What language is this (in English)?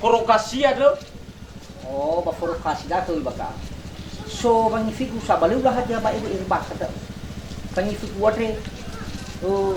Nias